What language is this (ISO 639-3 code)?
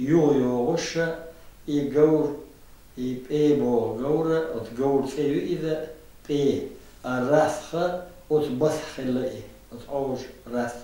che